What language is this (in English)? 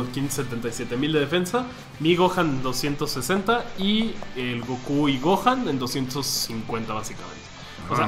Spanish